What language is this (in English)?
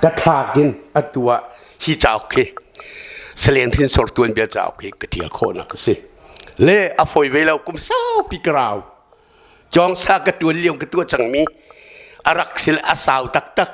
Hakha Chin